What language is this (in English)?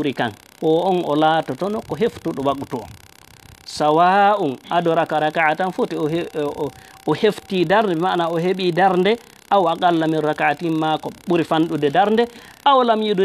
Fula